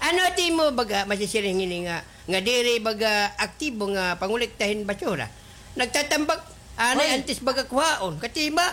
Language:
Waray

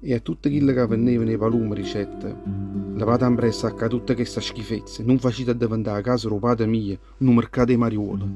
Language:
Neapolitan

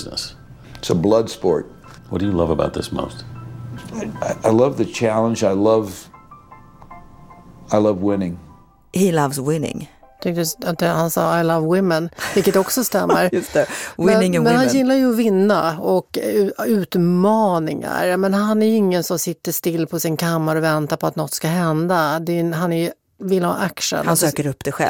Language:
Swedish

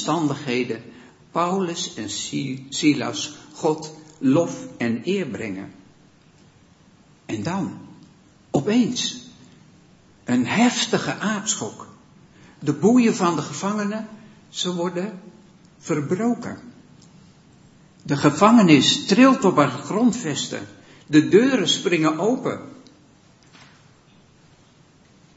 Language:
Dutch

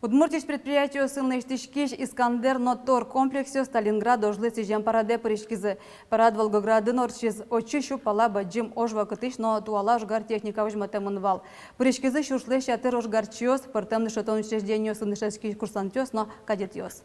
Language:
Udmurt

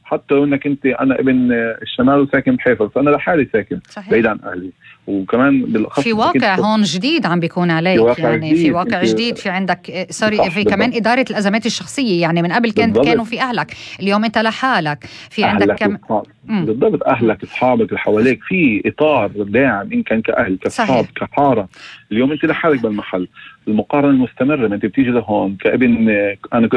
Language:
North Levantine Arabic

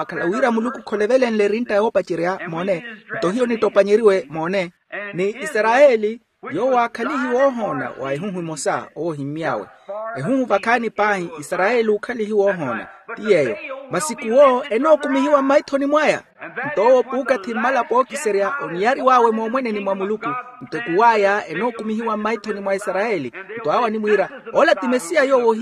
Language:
Makhuwa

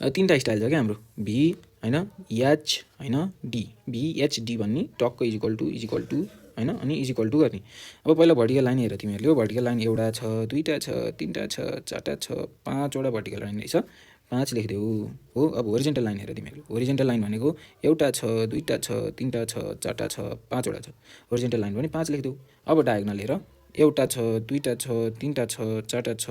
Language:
Nepali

